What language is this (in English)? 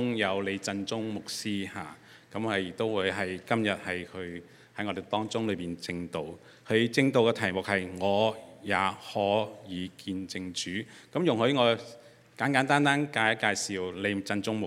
Cantonese